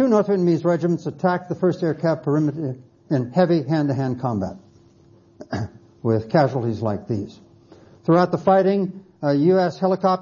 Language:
English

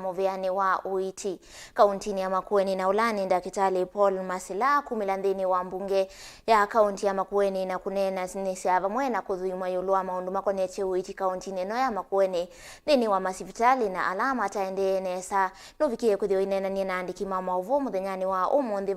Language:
Kamba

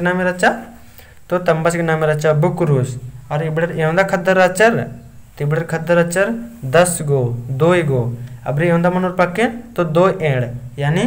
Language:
Kurukh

